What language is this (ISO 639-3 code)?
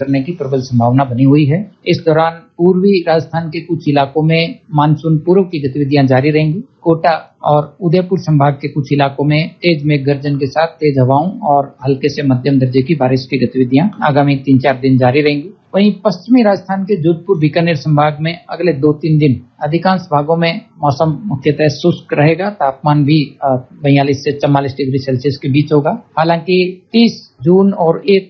hin